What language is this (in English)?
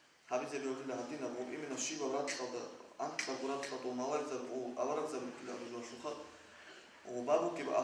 Avaric